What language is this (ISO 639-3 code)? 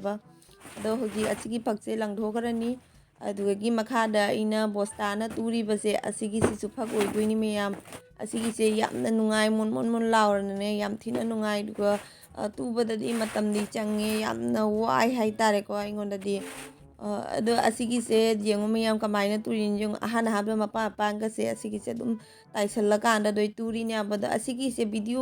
mni